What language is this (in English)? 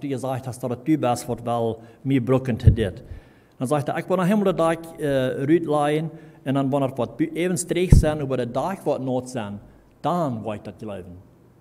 Plautdietsch